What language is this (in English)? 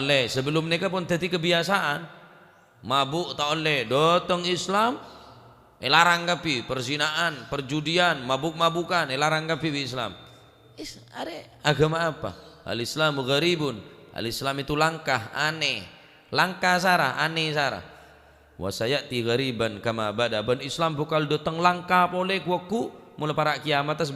Madurese